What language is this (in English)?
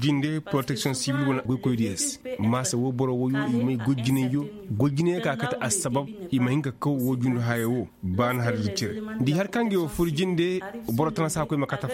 Koyraboro Senni